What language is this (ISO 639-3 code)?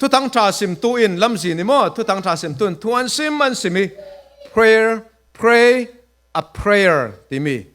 cfm